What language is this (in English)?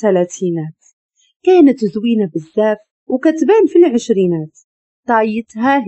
Moroccan Arabic